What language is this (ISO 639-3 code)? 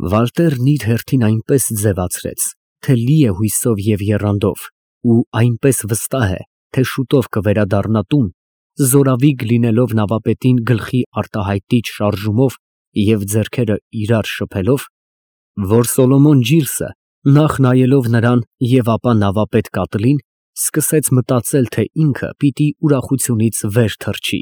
hye